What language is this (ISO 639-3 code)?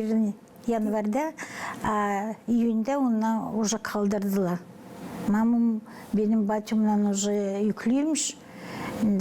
gag